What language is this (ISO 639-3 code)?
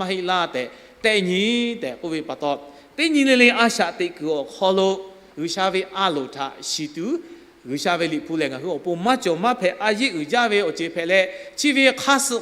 lhu